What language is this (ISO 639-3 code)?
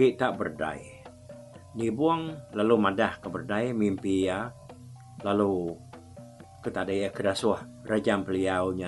iba